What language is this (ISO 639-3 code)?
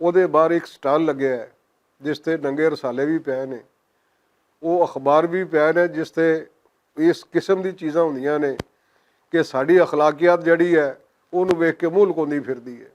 lah